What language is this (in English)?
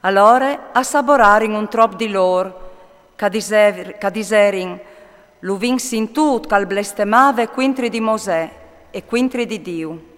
Friulian